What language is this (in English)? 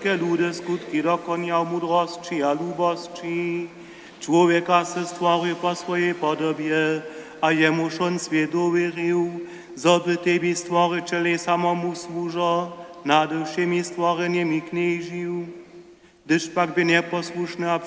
Upper Sorbian